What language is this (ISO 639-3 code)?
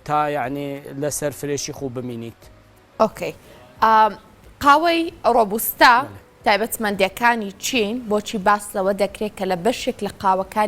ckb